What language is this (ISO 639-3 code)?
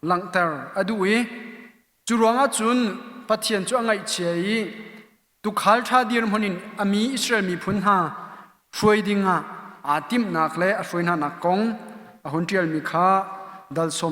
cnh